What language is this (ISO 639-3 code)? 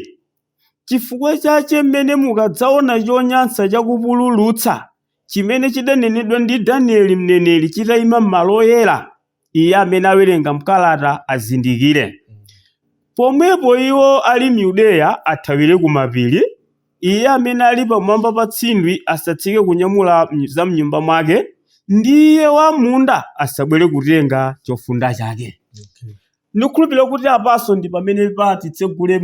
nya